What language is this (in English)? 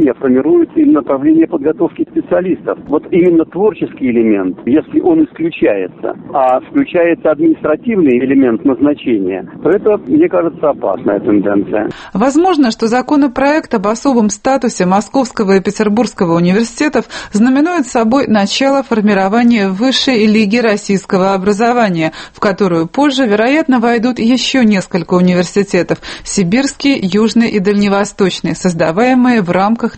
Russian